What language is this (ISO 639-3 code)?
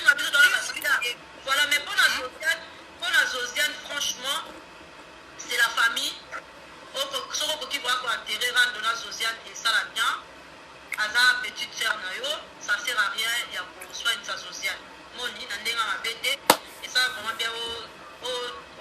lin